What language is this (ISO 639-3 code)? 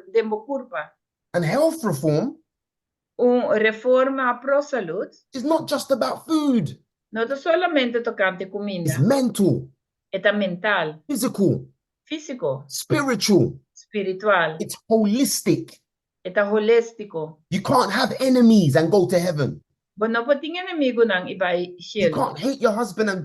pap